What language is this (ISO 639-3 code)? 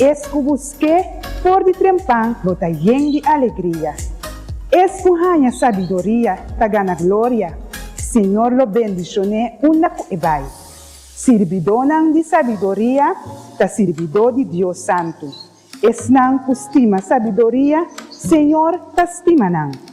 pap